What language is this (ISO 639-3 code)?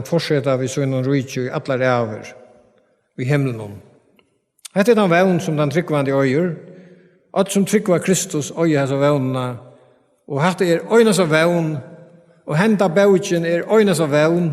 fao